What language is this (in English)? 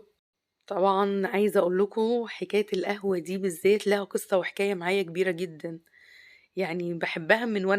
Egyptian Arabic